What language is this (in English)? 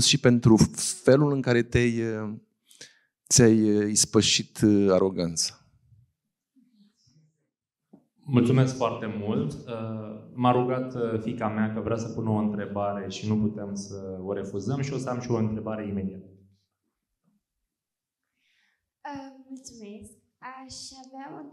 Romanian